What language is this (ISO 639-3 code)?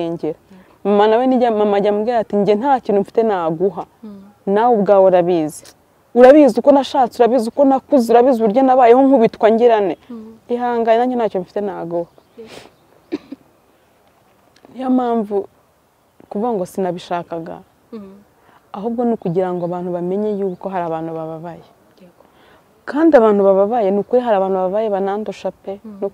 kin